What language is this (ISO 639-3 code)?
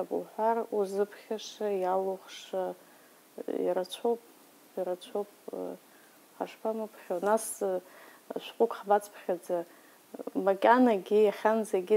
abk